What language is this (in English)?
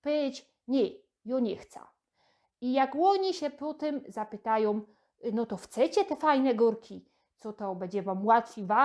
Silesian